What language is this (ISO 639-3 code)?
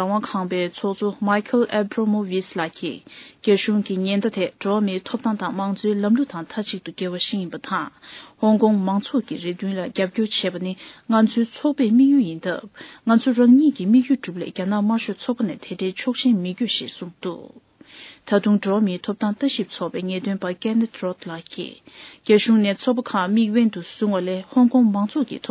bod